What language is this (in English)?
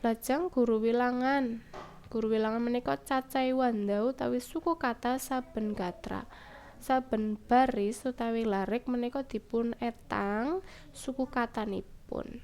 Javanese